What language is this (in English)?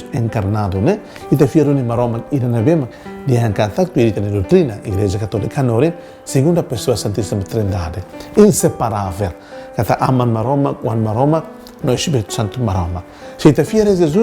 Tetum